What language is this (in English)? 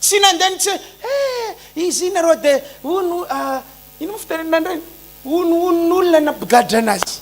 Malagasy